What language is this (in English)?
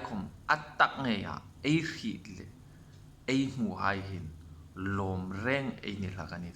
Hmar